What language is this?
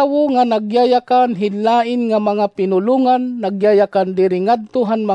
Waray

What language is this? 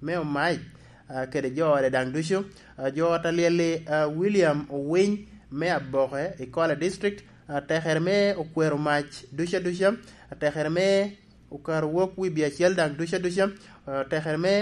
Lango (Uganda)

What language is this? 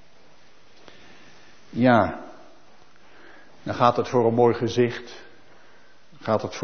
Dutch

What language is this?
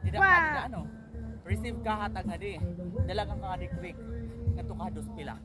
Waray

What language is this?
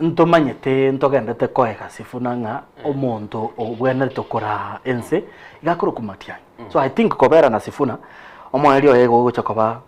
Gusii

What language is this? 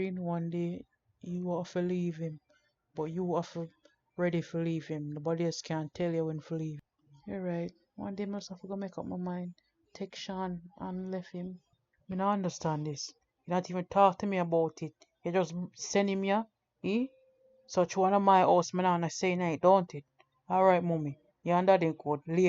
Jamaican Creole English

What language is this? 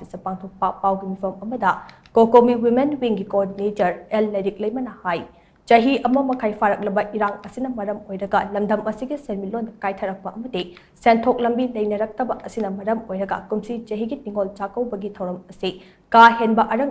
Manipuri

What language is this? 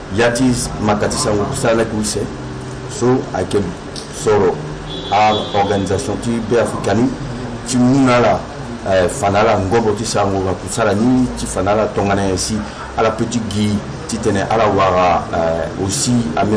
Sango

